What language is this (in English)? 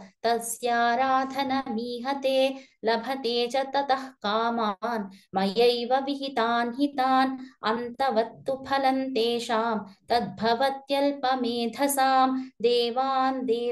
Sanskrit